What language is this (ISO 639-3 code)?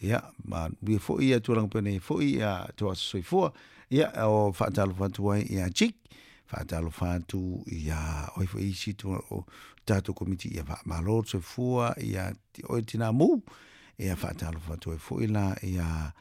smo